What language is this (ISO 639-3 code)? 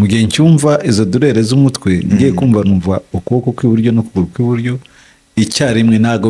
kin